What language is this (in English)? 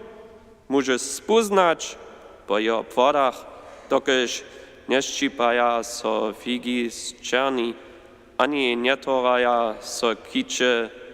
Upper Sorbian